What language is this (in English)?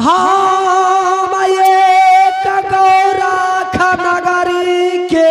Angika